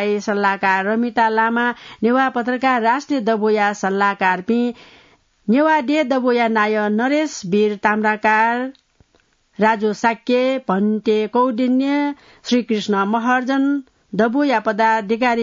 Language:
Newari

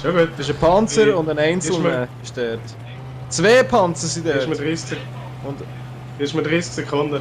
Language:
Swiss German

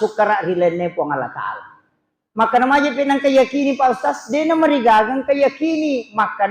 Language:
Buginese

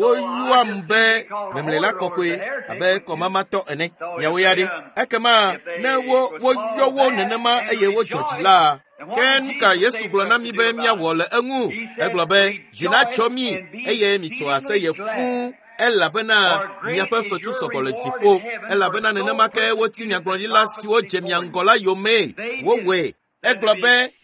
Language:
Ewe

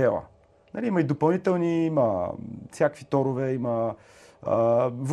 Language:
Bulgarian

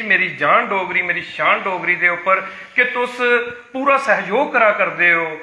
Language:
Dogri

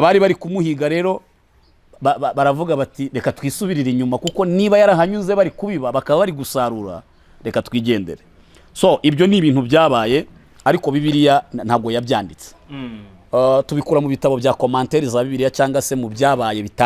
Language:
Kinyarwanda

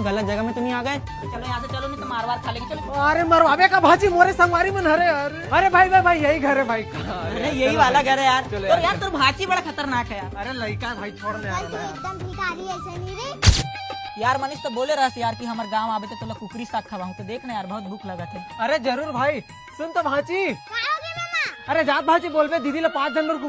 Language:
Chhattisgarhi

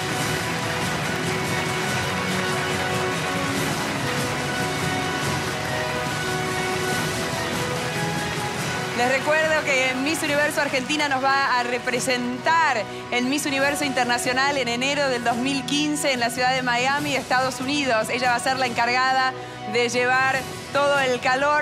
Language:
Spanish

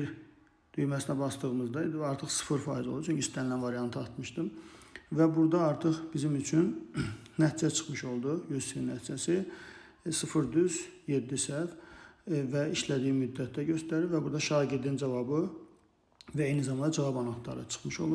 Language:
Azerbaijani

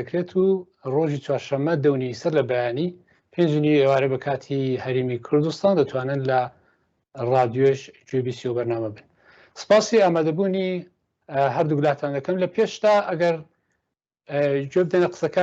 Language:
Central Kurdish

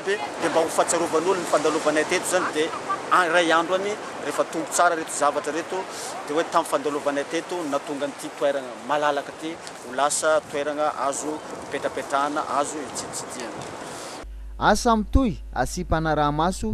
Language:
Malagasy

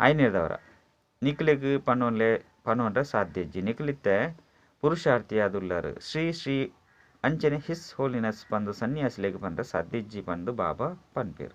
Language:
Tulu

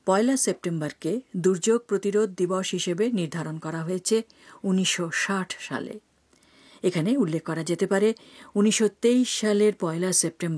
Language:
Bangla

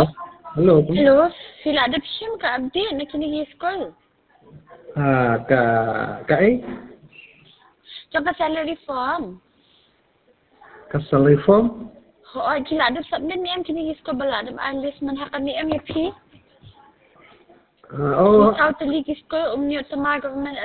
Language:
Khasi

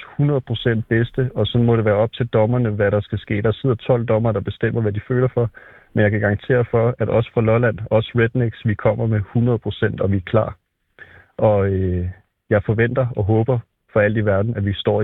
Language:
Danish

